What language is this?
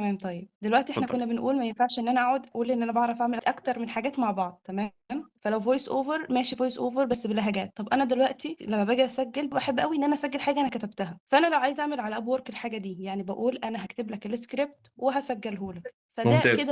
Egyptian Arabic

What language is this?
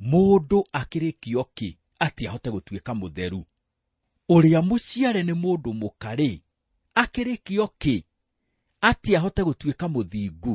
Kikuyu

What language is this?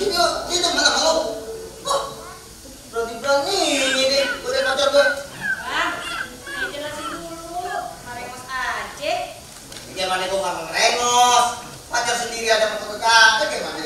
Betawi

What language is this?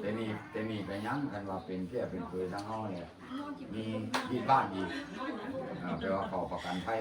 Northeastern Thai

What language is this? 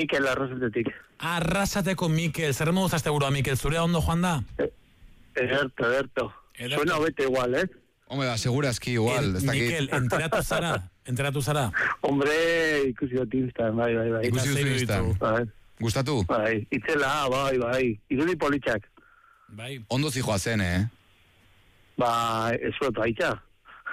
Basque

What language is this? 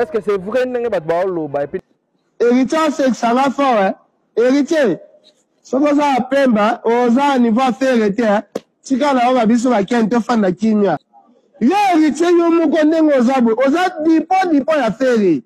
Lingala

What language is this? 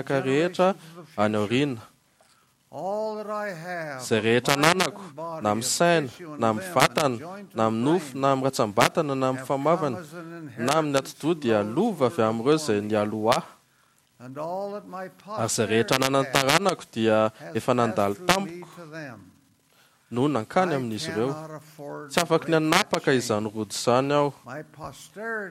Malagasy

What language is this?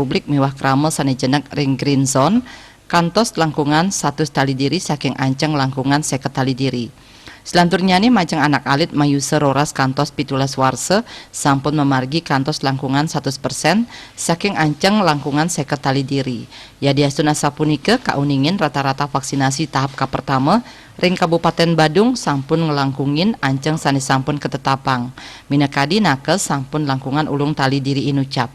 Balinese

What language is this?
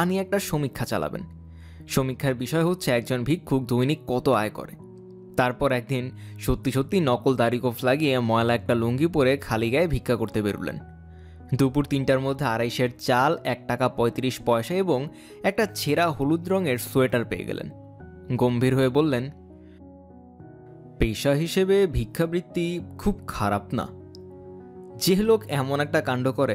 Bangla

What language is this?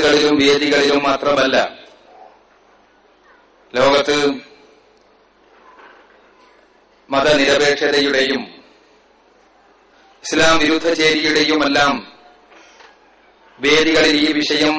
Malayalam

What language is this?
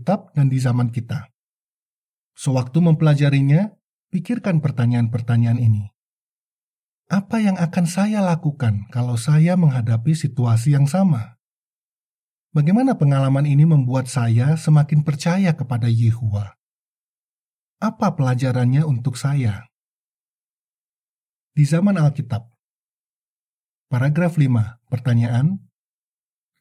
Indonesian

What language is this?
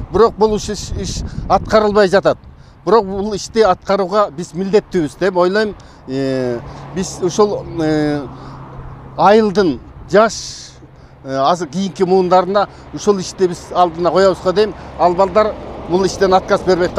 Kyrgyz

